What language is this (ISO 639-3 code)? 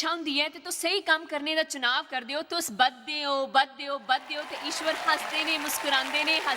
doi